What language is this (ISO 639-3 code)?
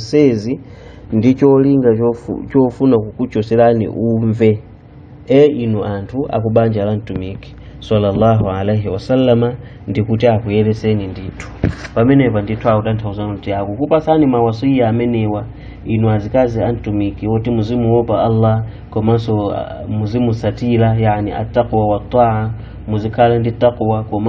nya